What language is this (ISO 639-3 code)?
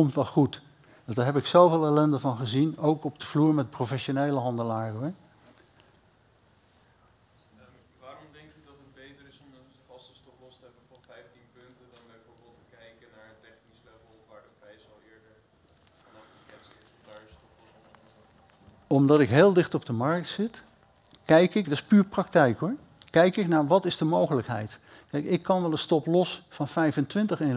nld